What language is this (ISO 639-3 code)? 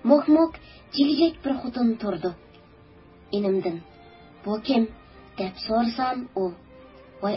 uig